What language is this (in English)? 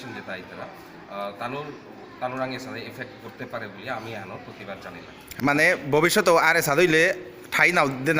Bishnupriya